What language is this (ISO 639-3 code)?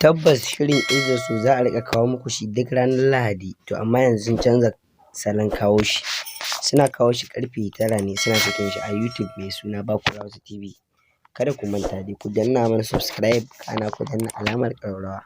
hau